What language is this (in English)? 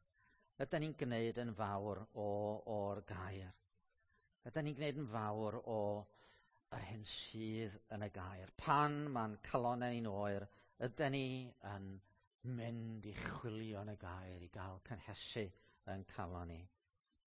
Welsh